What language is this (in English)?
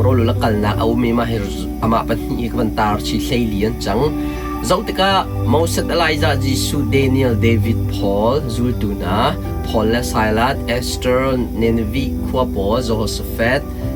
Hakha Chin